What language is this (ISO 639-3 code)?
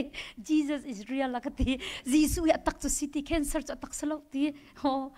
cnh